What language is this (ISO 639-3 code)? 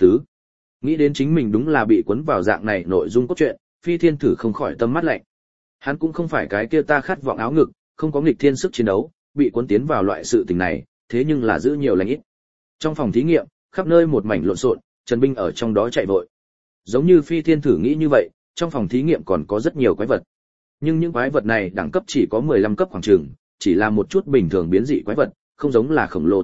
vie